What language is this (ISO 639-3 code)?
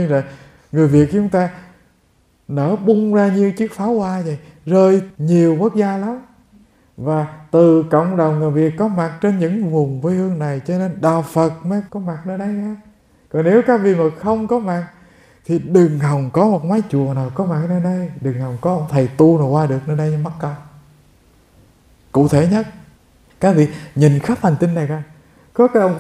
vie